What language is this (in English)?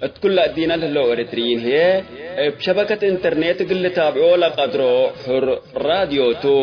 Tigre